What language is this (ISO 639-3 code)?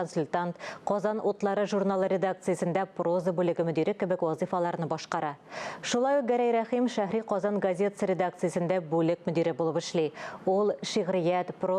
tat